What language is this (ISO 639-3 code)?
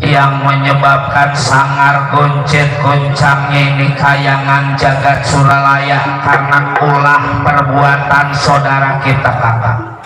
bew